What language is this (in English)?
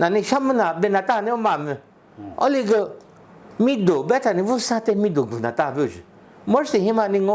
Lisu